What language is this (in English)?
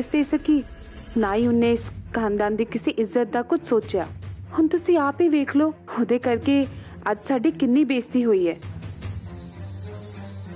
Punjabi